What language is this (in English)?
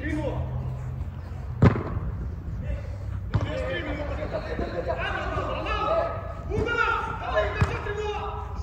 Croatian